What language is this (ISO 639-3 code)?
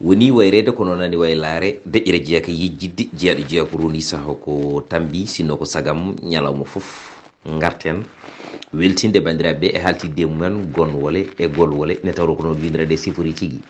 ful